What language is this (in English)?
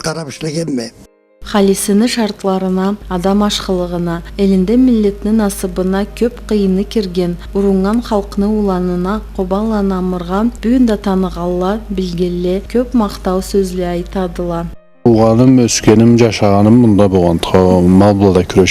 Karachay-Balkar